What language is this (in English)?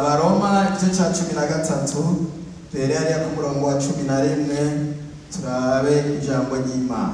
Rundi